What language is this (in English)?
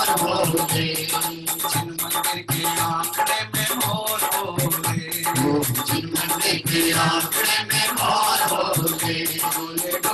Hindi